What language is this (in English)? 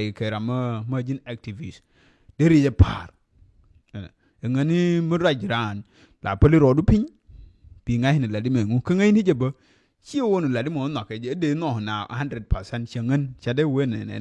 Nuer